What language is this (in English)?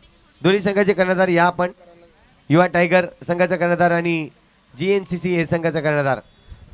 Marathi